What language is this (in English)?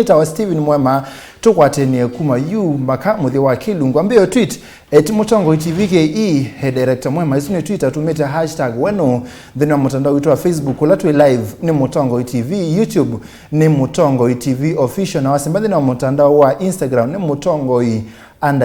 Kamba